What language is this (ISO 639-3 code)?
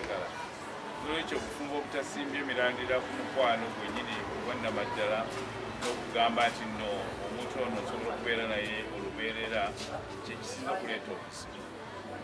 lug